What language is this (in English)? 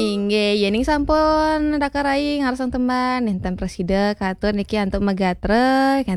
Balinese